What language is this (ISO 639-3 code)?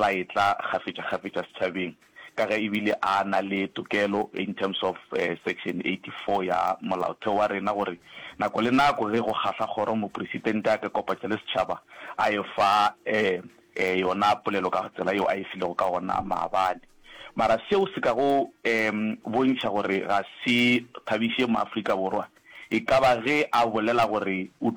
nso